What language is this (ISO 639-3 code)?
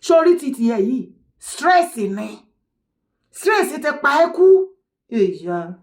yor